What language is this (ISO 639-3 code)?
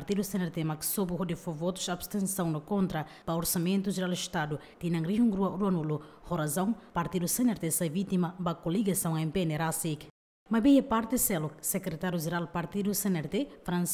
tet